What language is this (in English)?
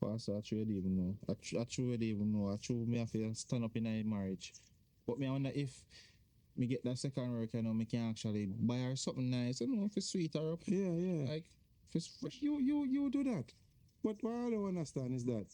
Jamaican Creole English